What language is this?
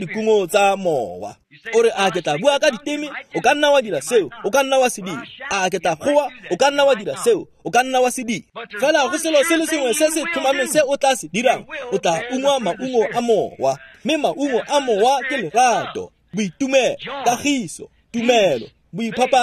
Tswana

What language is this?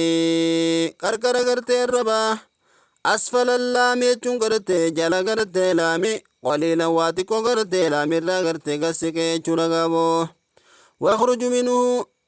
Oromo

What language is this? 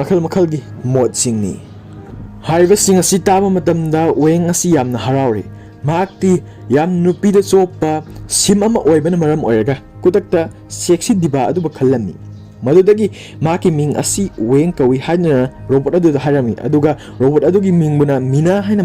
Manipuri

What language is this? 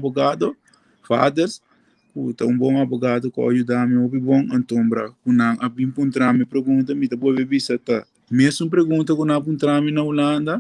Papiamento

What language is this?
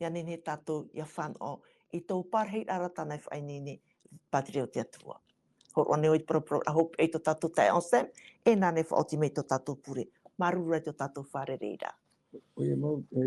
Tahitian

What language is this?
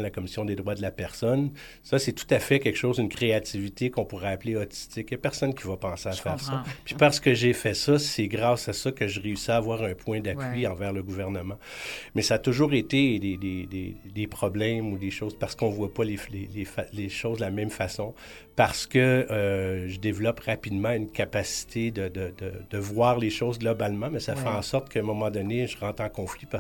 French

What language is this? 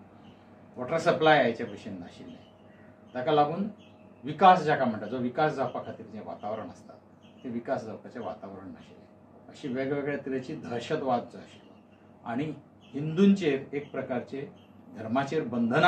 Konkani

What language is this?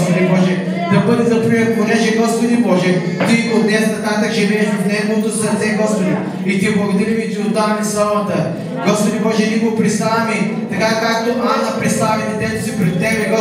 Bulgarian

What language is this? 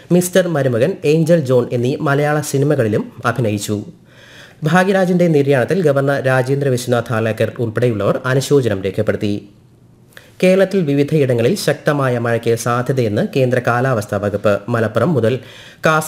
Malayalam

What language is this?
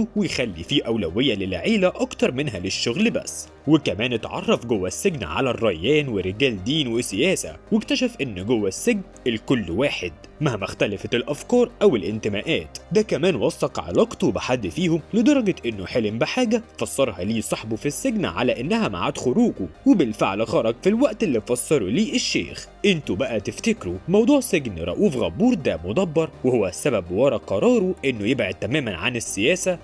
Egyptian Arabic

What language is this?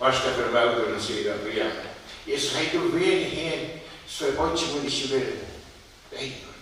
Faroese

